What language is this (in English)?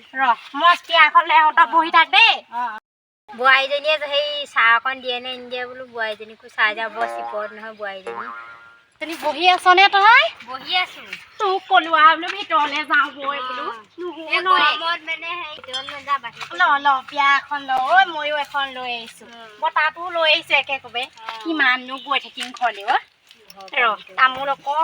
Assamese